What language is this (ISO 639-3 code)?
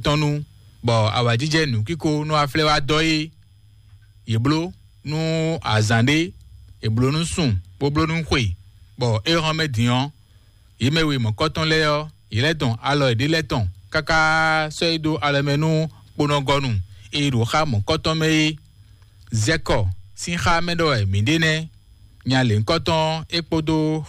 fon